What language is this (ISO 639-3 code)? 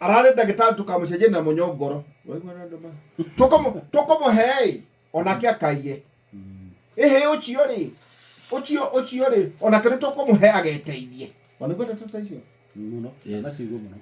kik